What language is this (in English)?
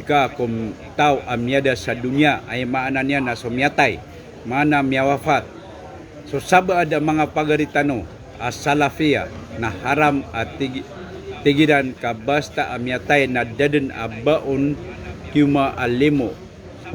Maranao